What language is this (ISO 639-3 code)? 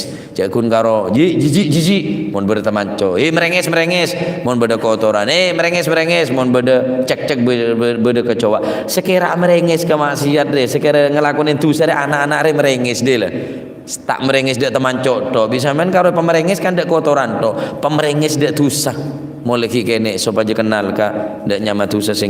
mad